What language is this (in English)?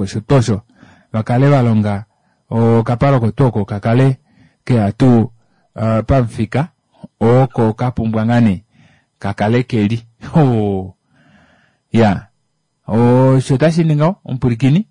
Kuanyama